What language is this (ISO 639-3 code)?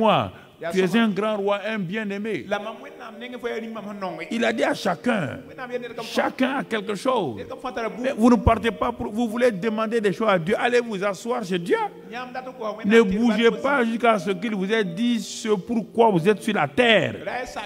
fra